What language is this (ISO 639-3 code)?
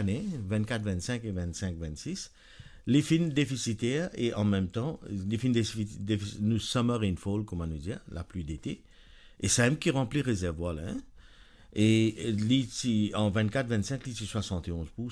mfe